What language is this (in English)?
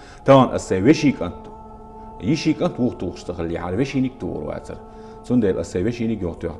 Chechen